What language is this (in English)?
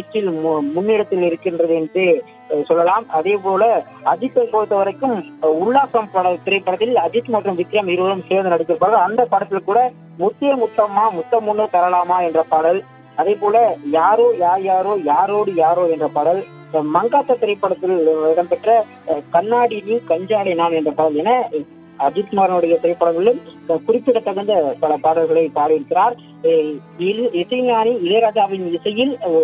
Tamil